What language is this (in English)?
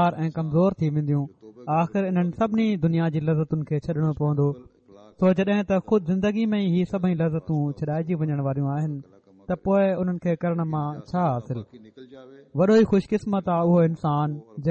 Sindhi